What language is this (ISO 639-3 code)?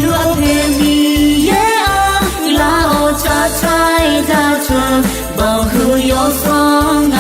ahk